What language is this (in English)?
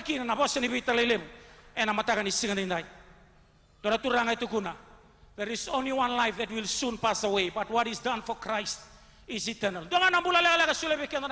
Fijian